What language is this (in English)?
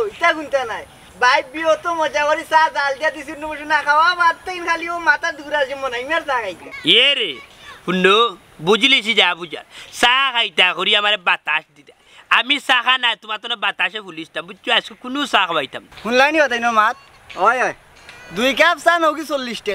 Sylheti